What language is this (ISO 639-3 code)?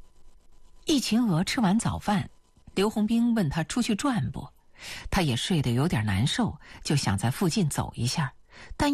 zho